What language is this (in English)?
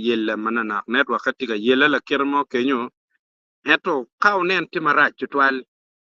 Acoli